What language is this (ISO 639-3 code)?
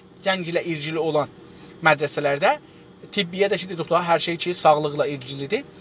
azb